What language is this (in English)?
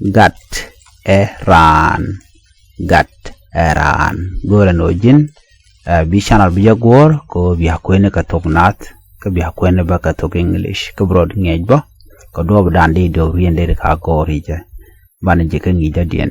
Nuer